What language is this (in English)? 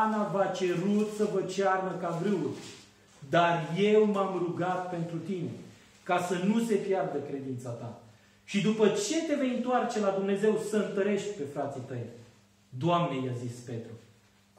Romanian